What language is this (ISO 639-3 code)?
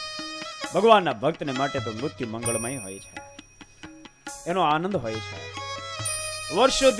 guj